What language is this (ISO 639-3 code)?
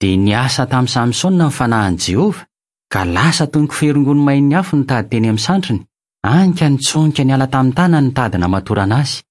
mlg